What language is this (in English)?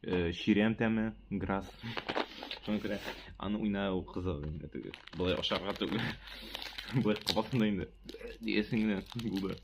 Tatar